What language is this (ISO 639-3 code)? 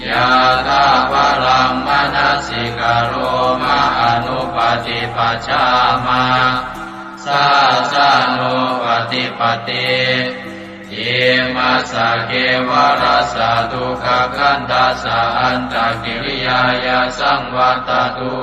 pli